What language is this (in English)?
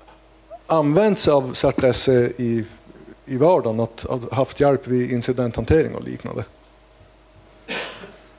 Swedish